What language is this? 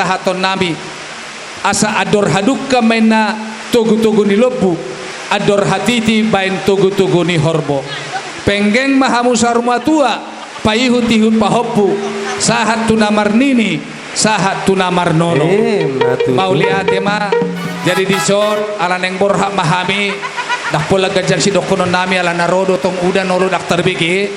Batak Toba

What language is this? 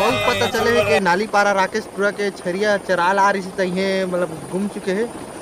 Chhattisgarhi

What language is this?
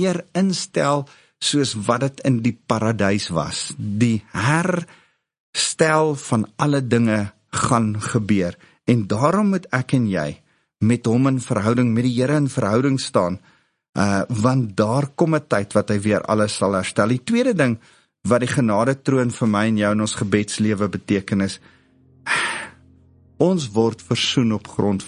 Afrikaans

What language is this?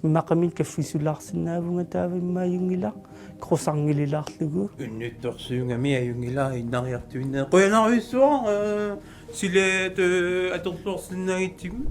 Kalaallisut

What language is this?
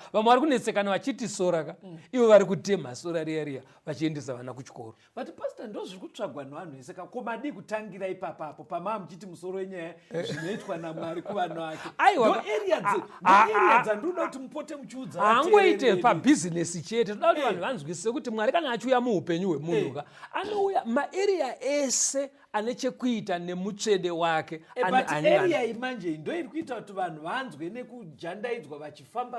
Shona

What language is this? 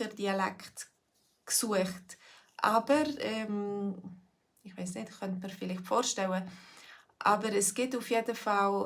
Swiss German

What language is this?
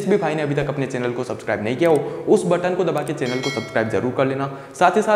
Hindi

